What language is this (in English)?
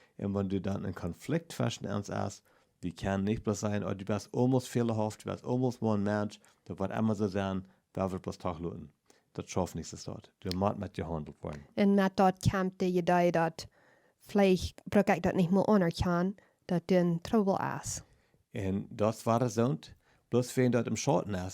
Plautdietsch